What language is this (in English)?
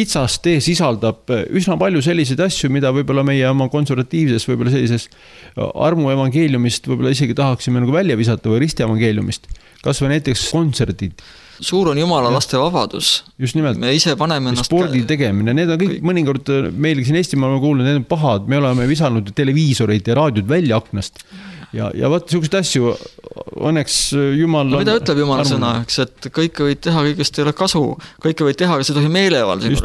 Estonian